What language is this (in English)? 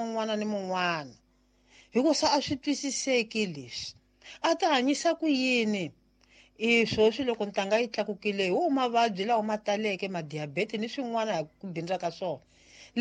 Tsonga